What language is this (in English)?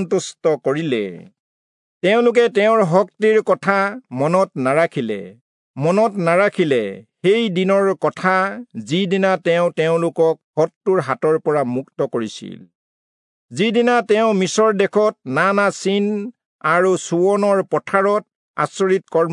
Assamese